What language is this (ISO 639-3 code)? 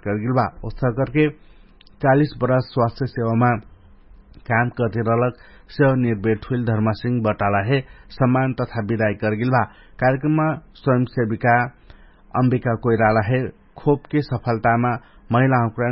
thl